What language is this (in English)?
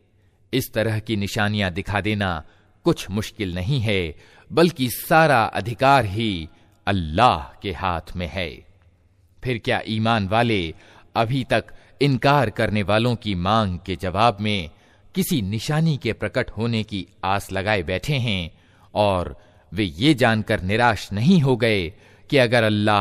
Hindi